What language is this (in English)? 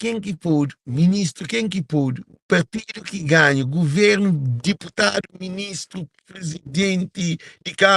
Kabuverdianu